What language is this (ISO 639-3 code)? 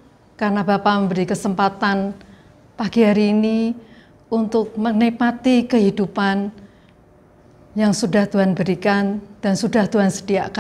ind